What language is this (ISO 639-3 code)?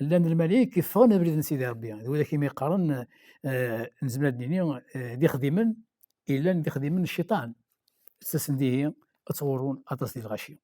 kab